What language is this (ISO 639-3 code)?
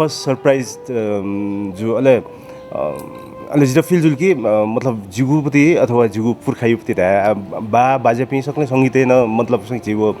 new